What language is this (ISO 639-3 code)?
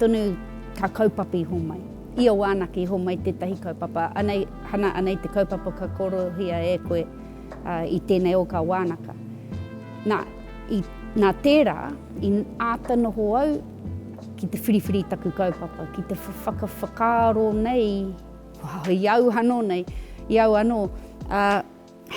mri